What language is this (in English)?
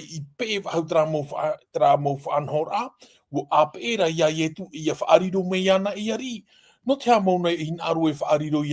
Tahitian